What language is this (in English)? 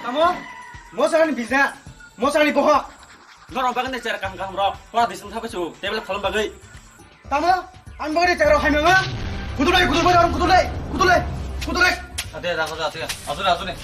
Kok Borok